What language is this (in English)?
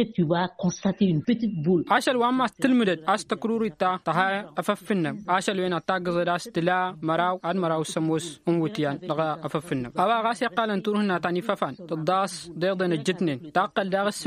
Tamasheq